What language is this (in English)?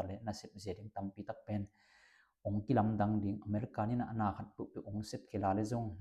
Tedim Chin